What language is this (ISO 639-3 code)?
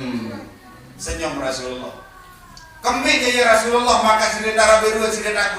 sas